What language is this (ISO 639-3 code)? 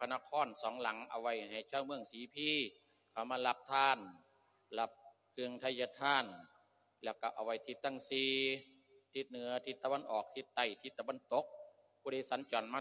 lao